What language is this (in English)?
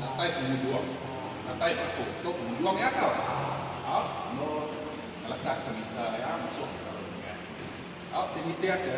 Iban